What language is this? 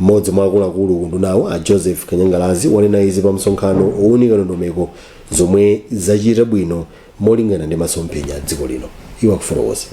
Nyanja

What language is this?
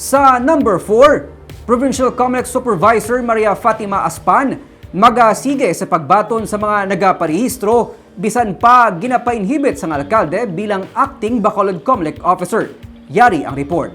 Hiligaynon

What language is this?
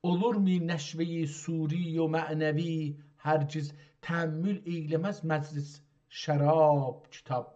South Azerbaijani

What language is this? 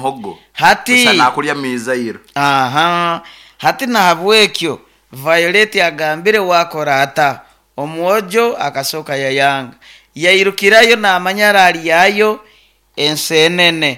Nyoro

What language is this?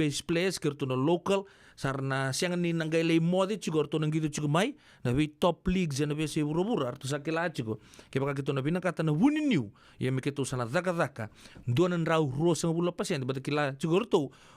Fijian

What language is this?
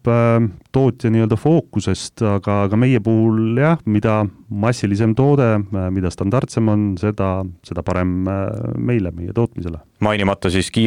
Estonian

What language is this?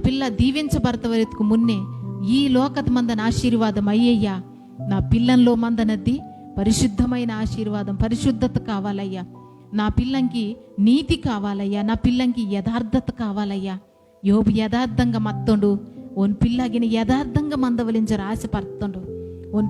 Koya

